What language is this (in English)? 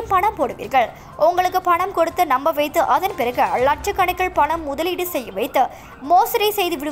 Tamil